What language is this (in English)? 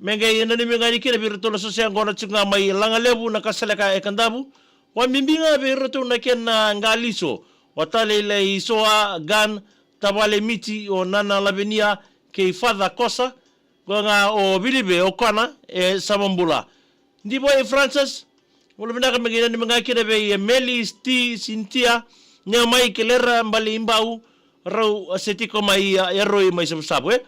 Fijian